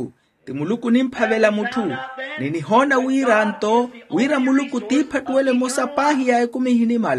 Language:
Makhuwa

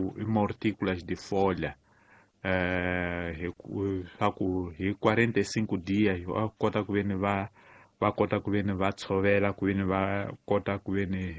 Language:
Tsonga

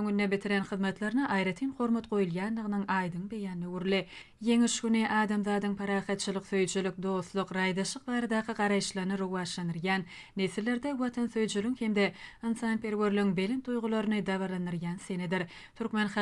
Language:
Turkmen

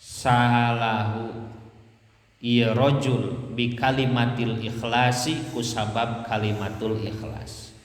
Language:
Sundanese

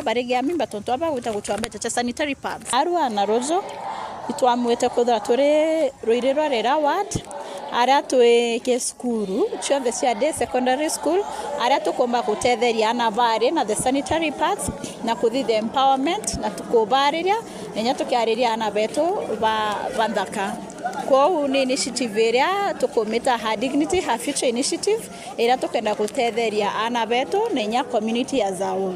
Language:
Meru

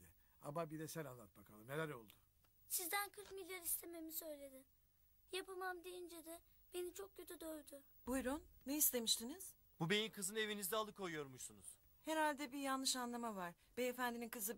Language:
Turkish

